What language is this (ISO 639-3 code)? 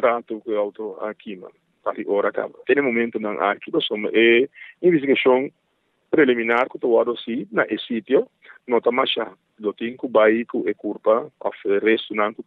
pap